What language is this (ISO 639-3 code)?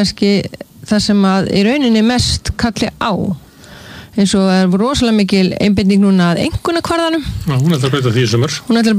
isl